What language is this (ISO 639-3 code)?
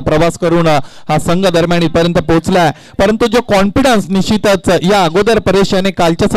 mar